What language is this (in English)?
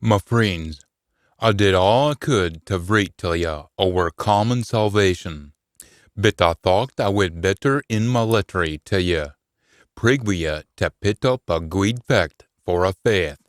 Scots